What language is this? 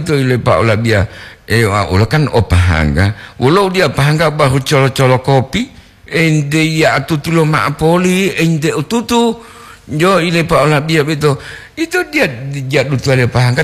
Gorontalo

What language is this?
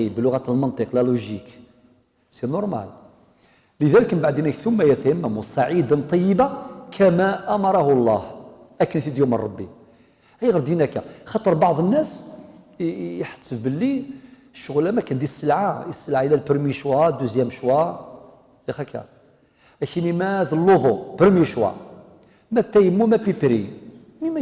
Kabyle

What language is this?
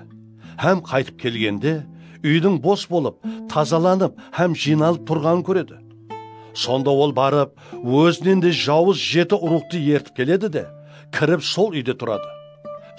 Kara-Kalpak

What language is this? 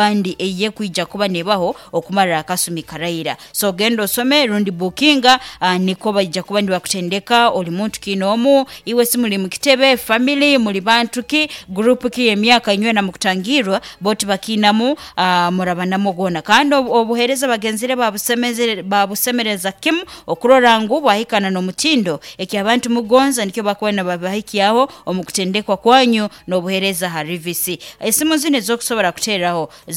Nyoro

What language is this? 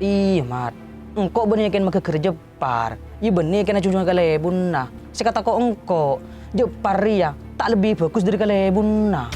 Madurese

